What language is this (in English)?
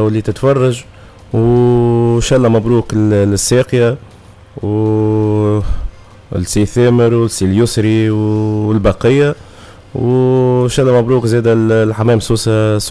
Tunisian Arabic